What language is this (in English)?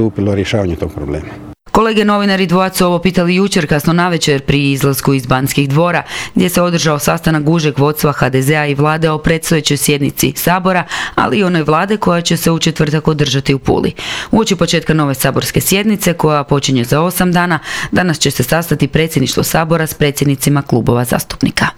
Croatian